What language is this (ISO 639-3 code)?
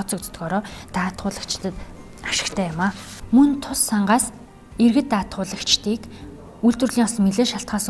mon